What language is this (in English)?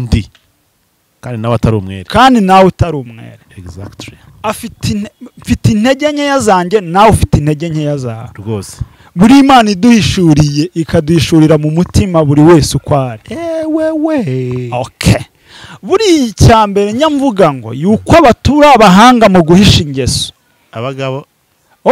Kinyarwanda